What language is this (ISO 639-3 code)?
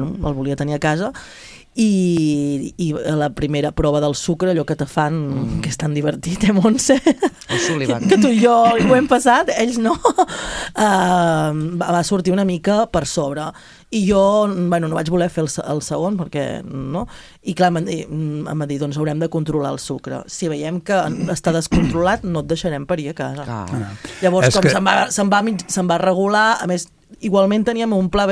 cat